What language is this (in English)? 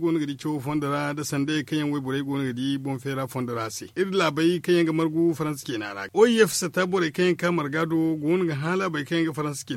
Zarma